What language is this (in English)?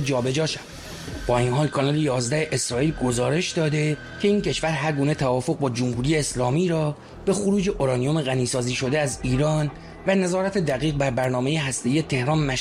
Persian